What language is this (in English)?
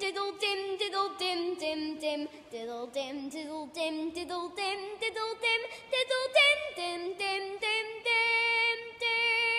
Welsh